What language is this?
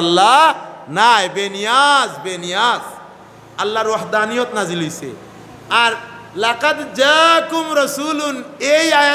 Sylheti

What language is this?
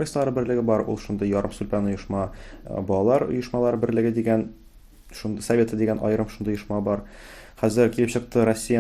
Tatar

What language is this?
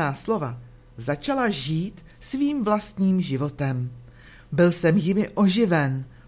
Czech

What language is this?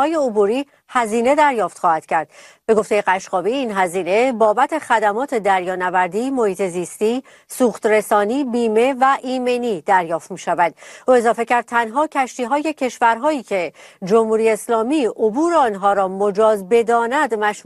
Persian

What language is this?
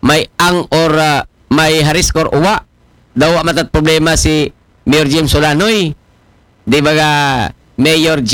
Aklanon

